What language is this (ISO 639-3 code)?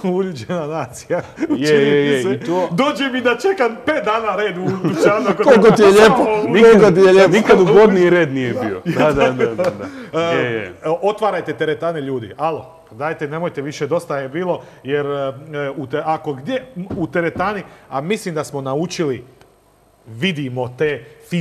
hrv